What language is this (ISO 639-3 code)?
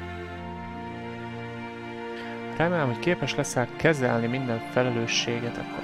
hun